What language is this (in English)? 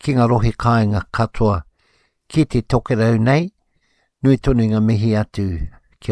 Māori